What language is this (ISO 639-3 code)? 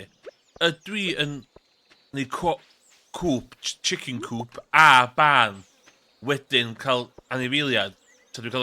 cym